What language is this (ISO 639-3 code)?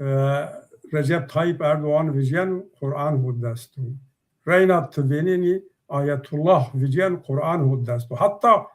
zza